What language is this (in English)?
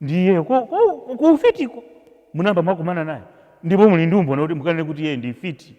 Nyanja